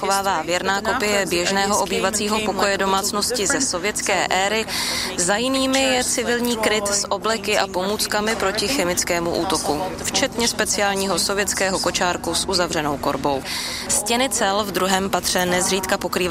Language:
Czech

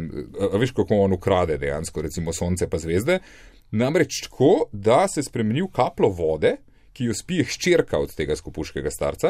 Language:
Slovenian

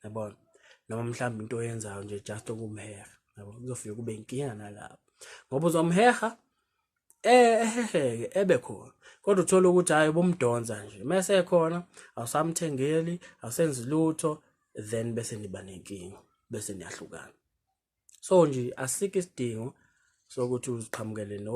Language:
Zulu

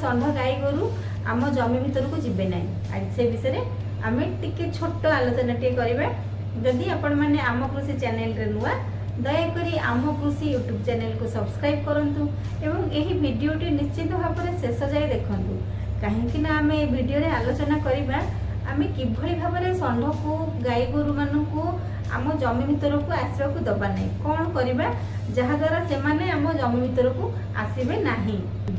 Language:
Odia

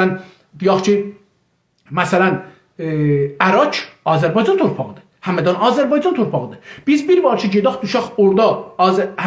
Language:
South Azerbaijani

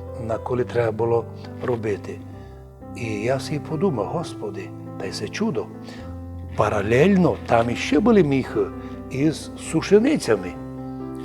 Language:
Rusyn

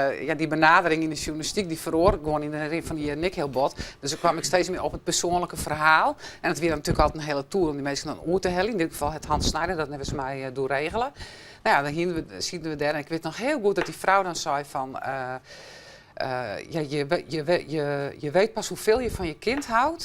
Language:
Western Frisian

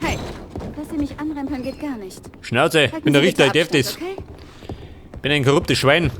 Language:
Bavarian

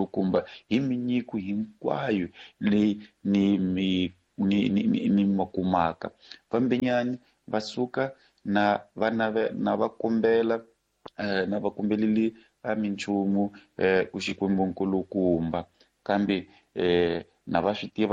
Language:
Tsonga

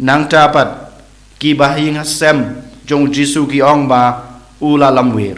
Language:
Khasi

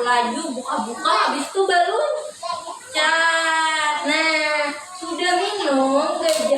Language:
Banjar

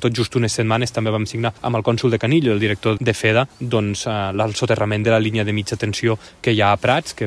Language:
Catalan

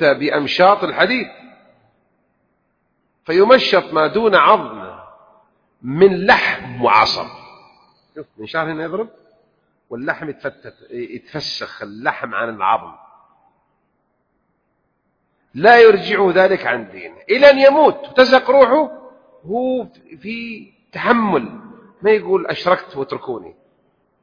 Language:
Arabic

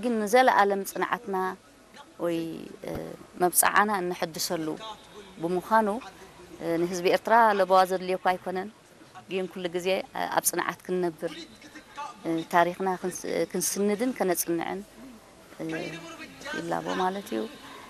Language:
Tigrinya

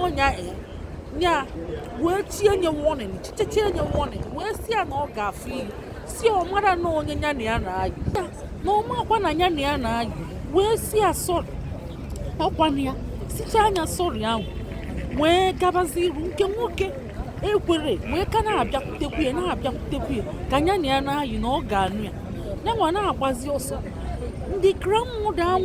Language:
Igbo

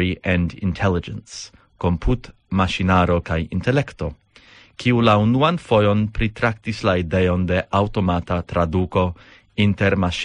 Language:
Esperanto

